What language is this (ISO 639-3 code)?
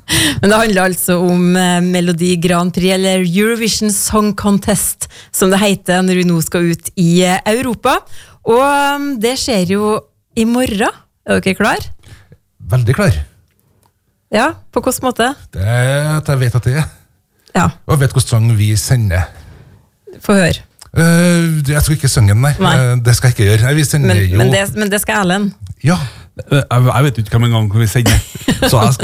nor